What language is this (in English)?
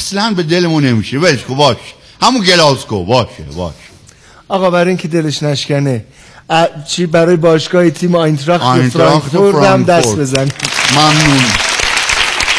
Persian